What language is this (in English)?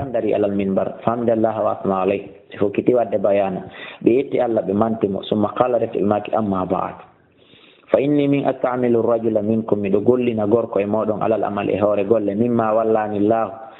Fula